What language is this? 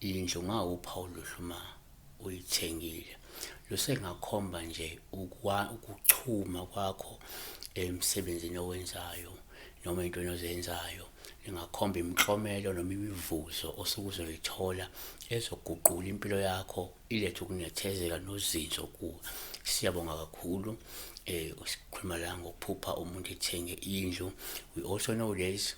Zulu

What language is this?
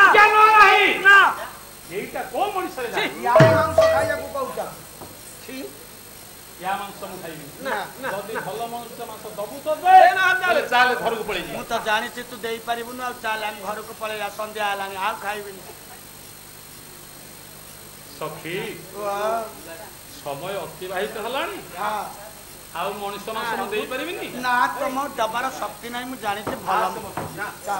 Odia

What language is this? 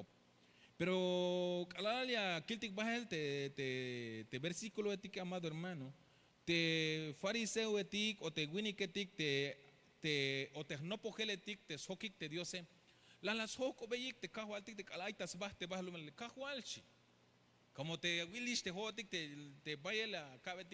Tzeltal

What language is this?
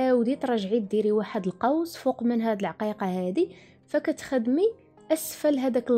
Moroccan Arabic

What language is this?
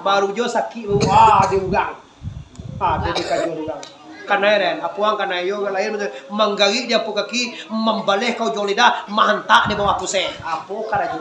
Minangkabau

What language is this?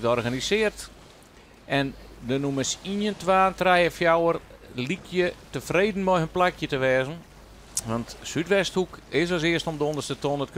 Western Frisian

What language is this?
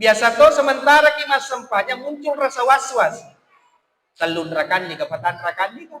Buginese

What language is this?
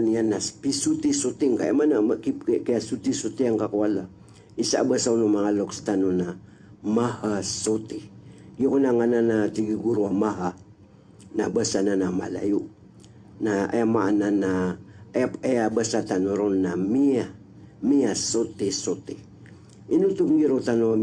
Maranao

